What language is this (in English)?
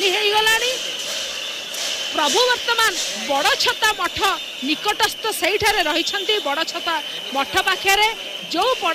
Odia